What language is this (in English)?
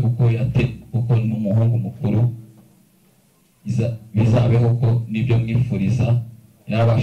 Kinyarwanda